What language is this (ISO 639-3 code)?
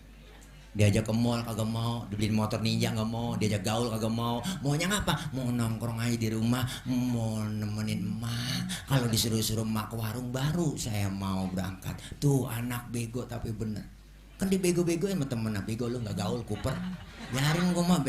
bew